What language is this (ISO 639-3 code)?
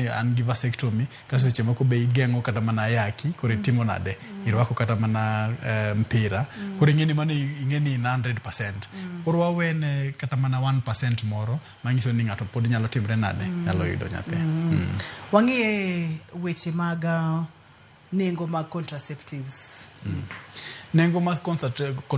luo